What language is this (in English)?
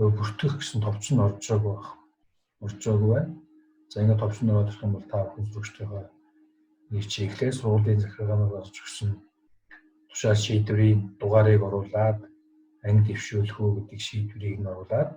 Mongolian